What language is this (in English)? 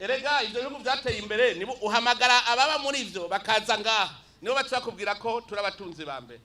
Rundi